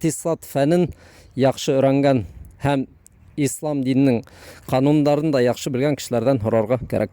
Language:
Bashkir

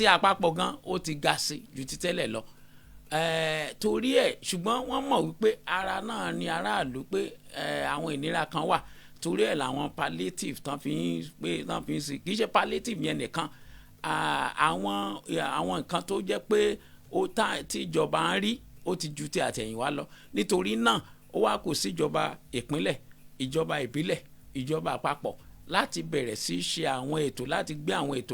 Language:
Yoruba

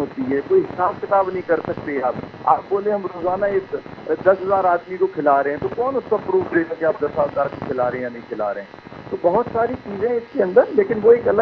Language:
Urdu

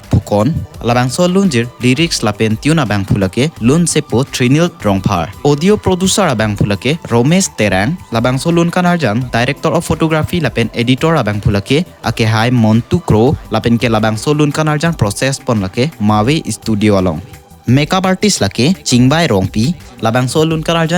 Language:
Karbi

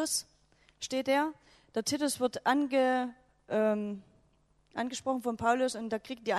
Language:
German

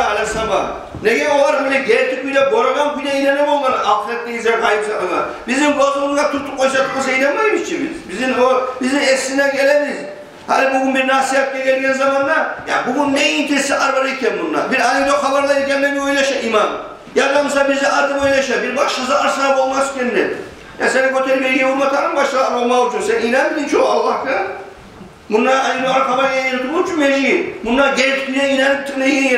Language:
Kumyk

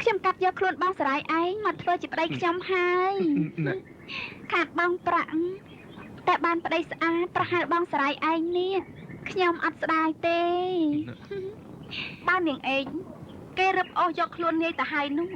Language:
Khmer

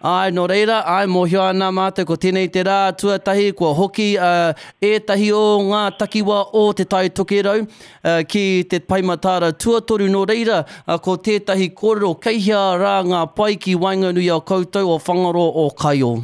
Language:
Māori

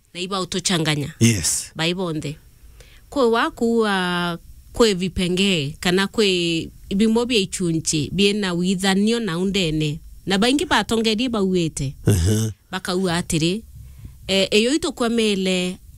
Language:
Meru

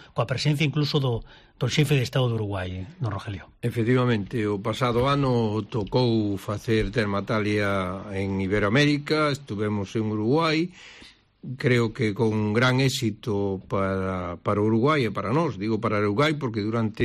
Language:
Galician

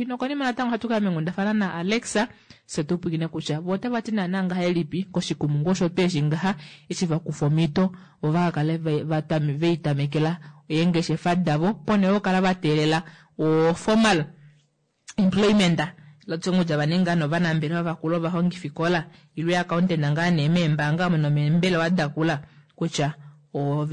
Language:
Kuanyama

